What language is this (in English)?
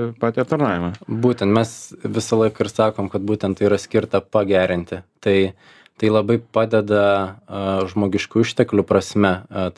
Lithuanian